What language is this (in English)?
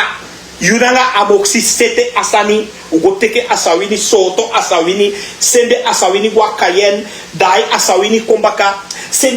Sranan Tongo